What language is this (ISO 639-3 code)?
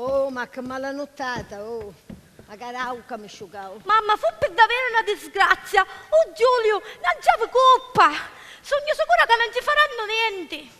scn